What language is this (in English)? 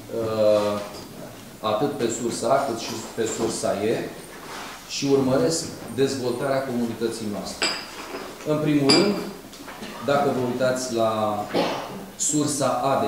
Romanian